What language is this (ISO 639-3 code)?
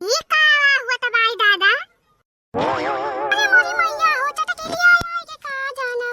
awa